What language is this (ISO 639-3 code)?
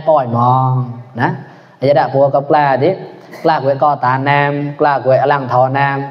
mnw